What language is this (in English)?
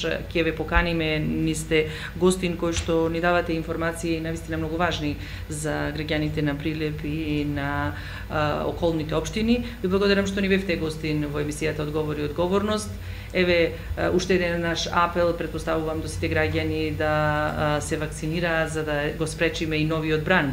Macedonian